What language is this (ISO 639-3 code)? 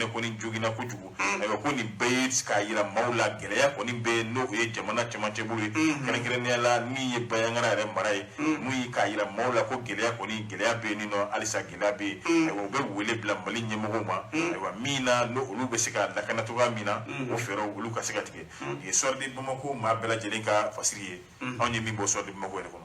bam